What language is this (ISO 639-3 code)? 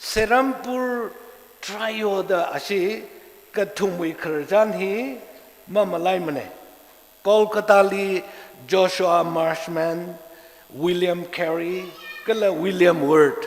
nmf